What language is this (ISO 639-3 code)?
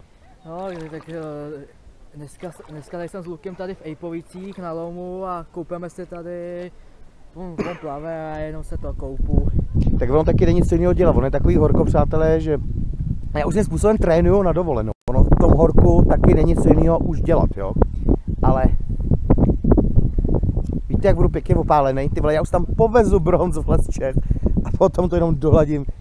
ces